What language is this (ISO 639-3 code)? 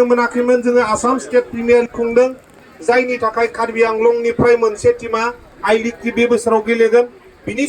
brx